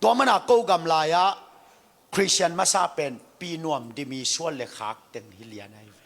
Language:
Tedim Chin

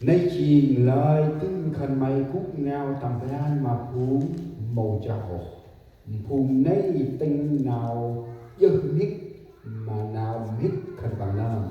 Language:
Central Mnong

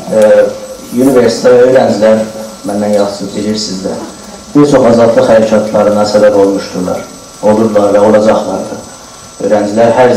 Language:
South Azerbaijani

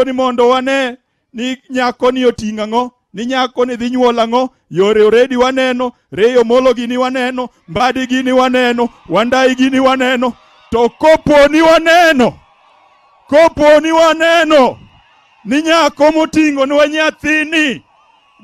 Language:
Luo (Kenya and Tanzania)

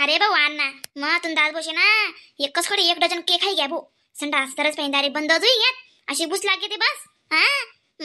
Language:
Khandesi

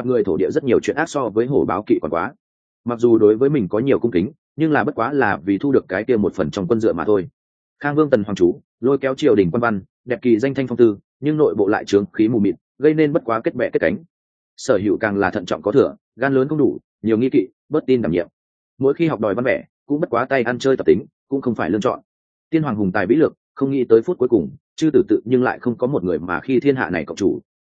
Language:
Vietnamese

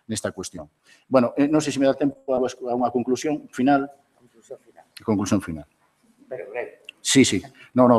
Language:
Galician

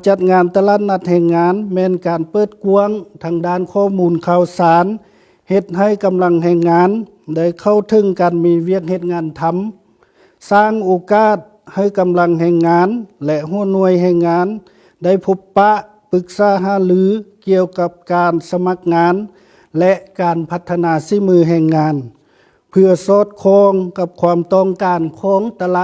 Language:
Lao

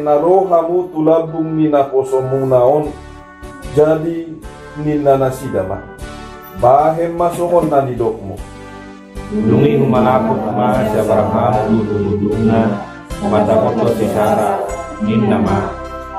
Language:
Batak Toba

